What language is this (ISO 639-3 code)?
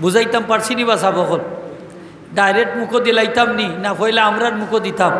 syl